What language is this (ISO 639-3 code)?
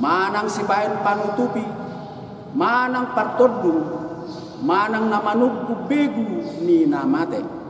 bbc